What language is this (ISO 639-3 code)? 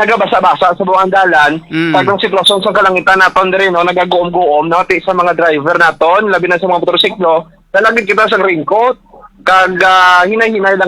hil